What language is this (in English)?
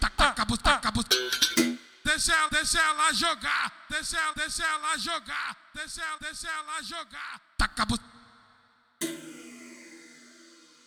Portuguese